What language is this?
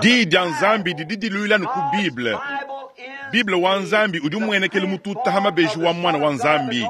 Luba-Lulua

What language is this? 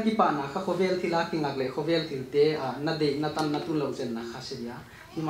Paite Chin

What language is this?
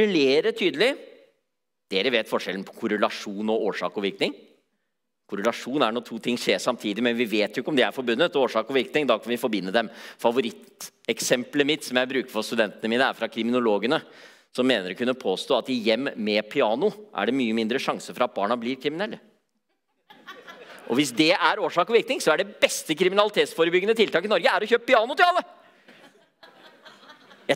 Norwegian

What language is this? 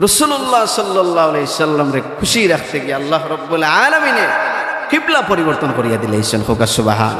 Sylheti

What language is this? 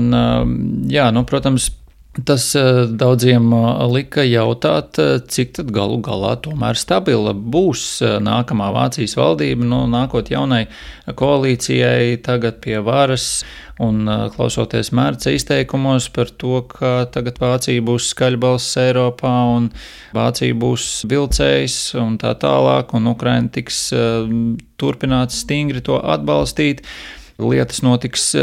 Latvian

